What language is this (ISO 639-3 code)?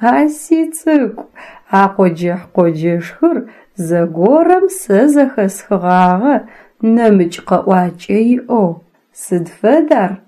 ady